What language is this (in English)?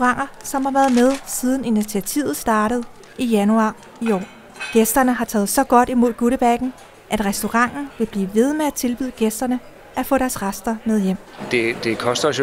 Danish